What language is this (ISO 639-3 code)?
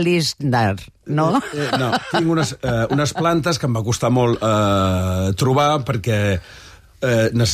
cat